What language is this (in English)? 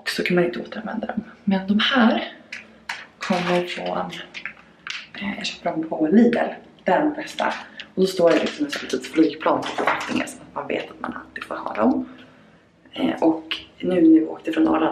Swedish